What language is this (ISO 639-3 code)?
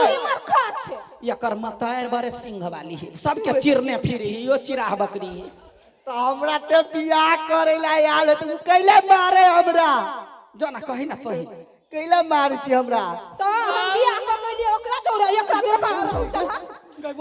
mai